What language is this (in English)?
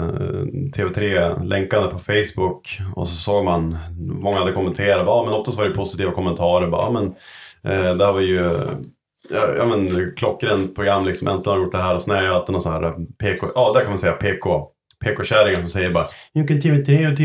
Swedish